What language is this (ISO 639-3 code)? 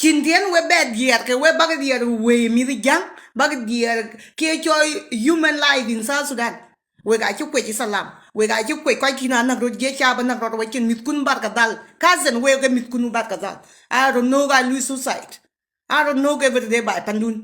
nus